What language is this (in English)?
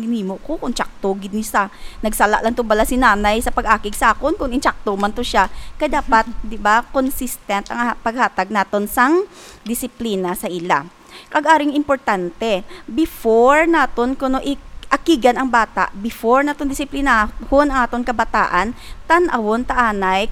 Hiligaynon